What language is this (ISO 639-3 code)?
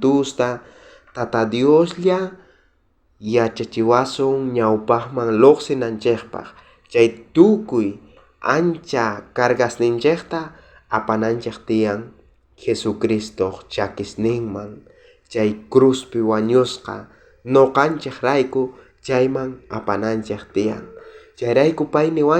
quh